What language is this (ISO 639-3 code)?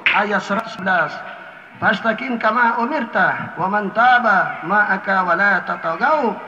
mak